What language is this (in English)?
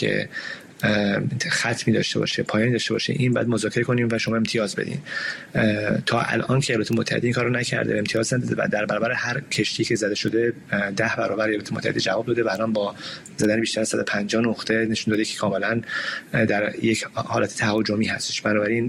Persian